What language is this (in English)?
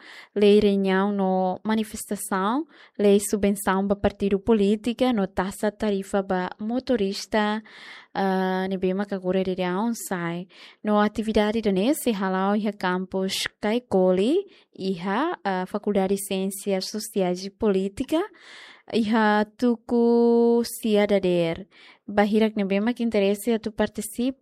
Tetum